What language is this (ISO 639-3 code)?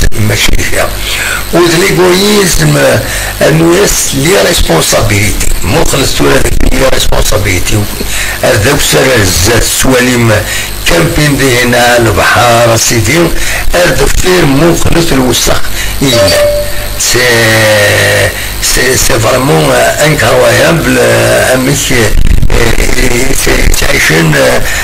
kab